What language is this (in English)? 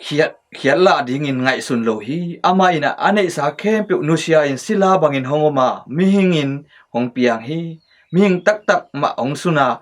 Tedim Chin